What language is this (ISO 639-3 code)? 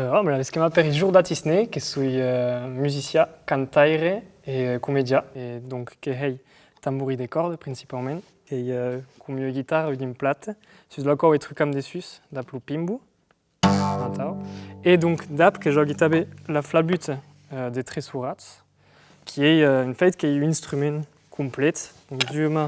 oci